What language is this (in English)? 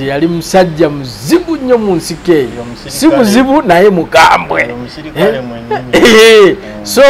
Ganda